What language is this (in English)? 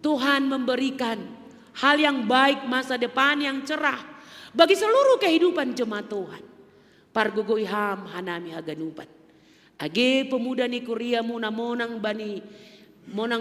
Batak Simalungun